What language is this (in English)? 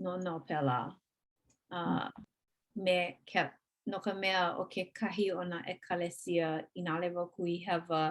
Hawaiian